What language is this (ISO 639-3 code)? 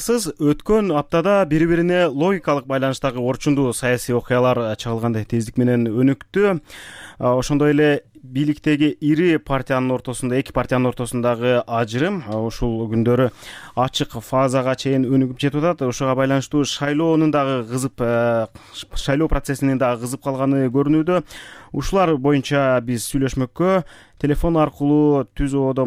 kir